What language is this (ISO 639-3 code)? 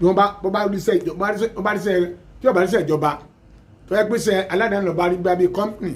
yor